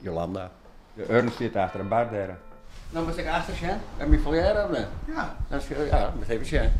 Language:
Western Frisian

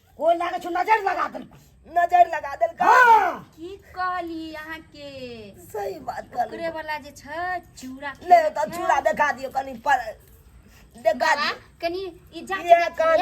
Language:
Maithili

